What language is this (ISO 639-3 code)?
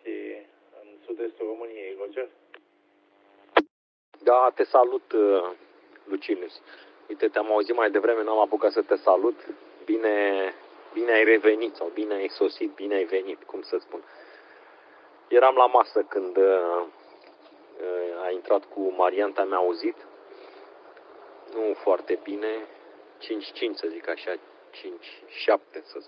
ron